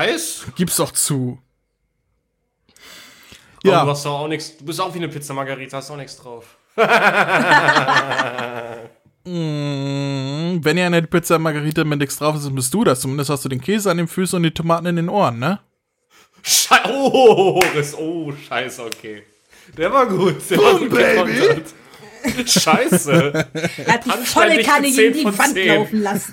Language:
German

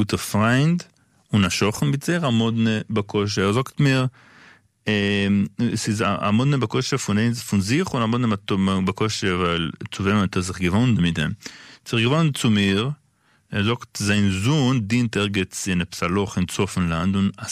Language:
Yiddish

